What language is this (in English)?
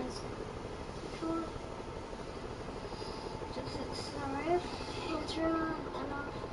English